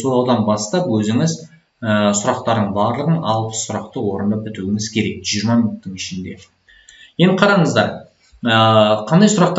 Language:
Kazakh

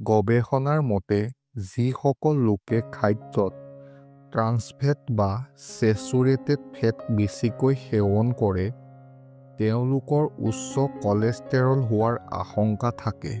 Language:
Assamese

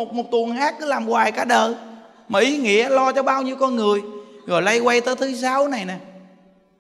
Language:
Vietnamese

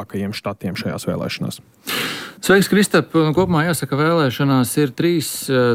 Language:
Latvian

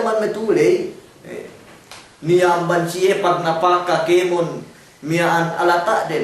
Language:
Yakan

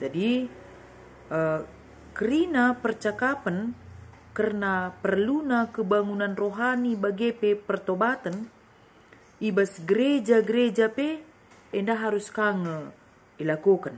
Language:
Batak Karo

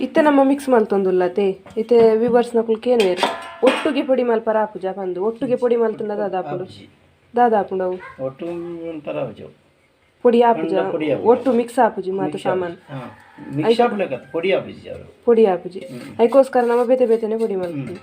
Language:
Tulu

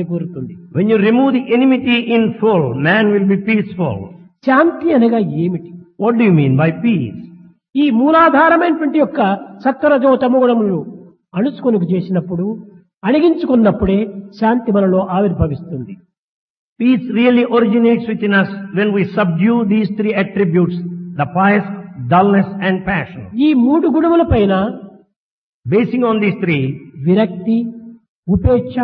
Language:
Telugu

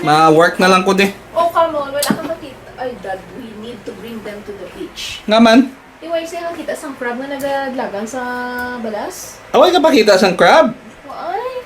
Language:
Hiligaynon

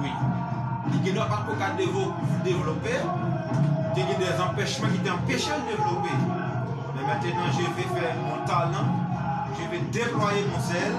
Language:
Haitian Creole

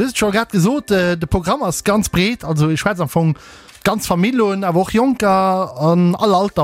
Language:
Luxembourgish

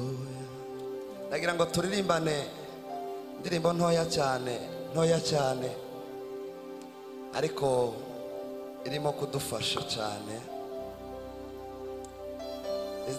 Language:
Kinyarwanda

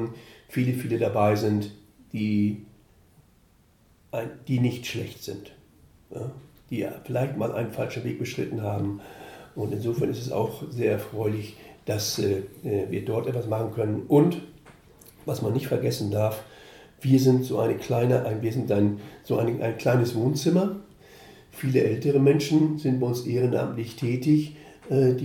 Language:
German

